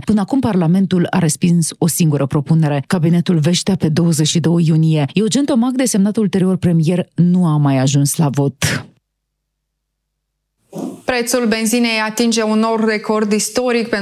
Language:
Romanian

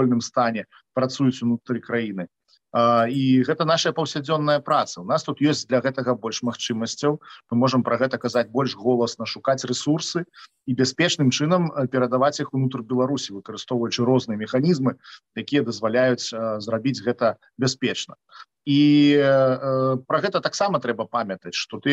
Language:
Belarusian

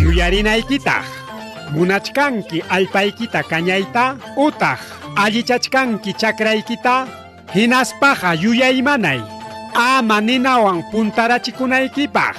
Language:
Ayacucho Quechua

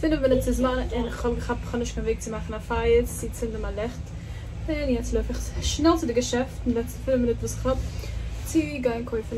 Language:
Yiddish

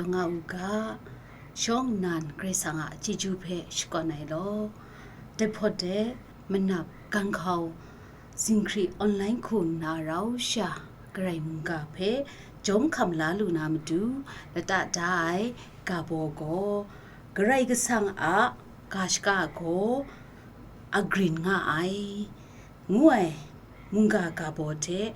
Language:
Kachin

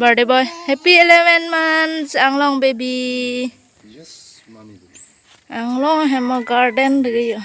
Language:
Karbi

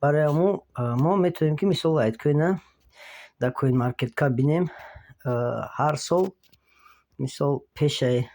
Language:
Tajik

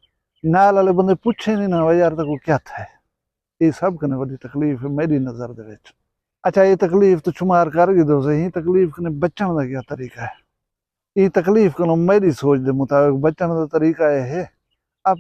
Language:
Saraiki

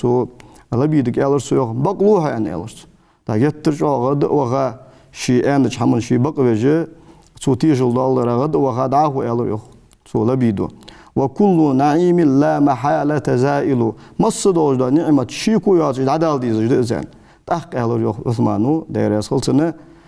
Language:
Ingush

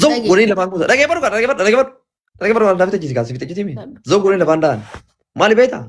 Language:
Oromo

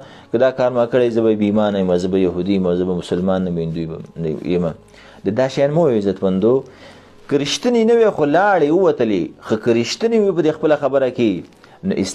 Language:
Pashto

